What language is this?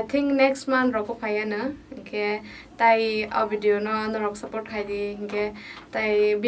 Kok Borok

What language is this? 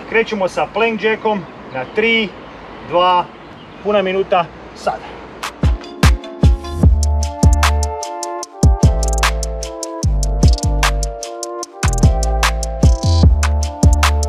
Croatian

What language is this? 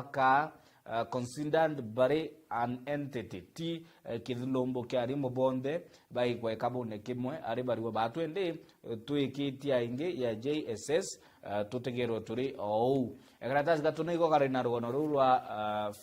Meru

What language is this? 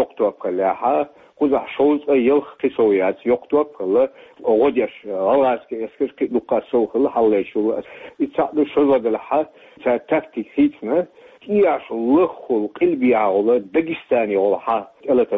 Chechen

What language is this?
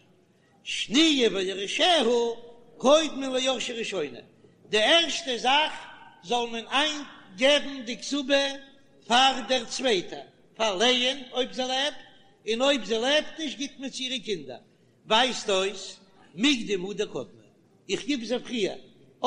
Yiddish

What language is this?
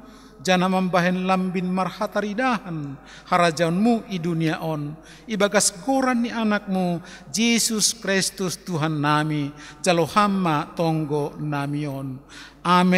Batak Simalungun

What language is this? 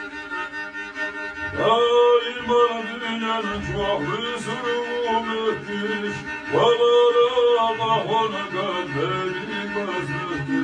Turkish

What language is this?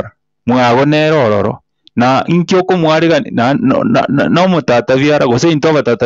Gusii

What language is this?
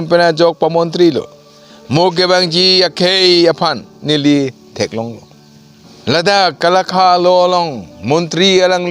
Karbi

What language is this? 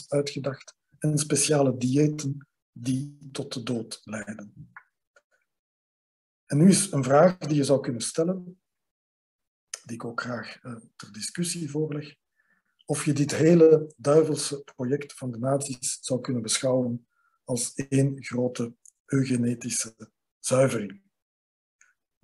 Dutch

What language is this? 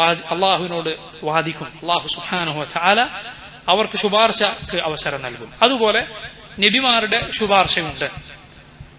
Malayalam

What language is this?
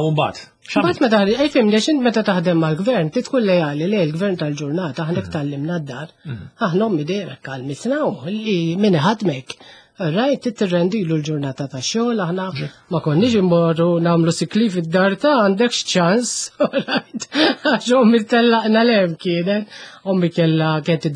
Maltese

